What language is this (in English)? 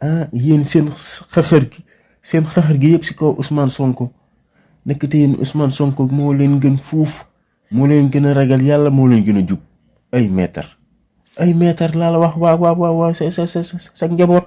Wolof